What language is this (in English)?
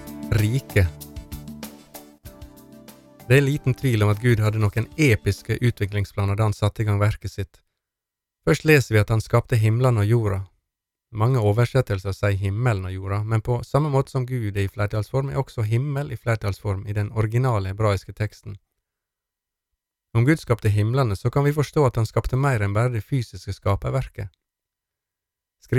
Norwegian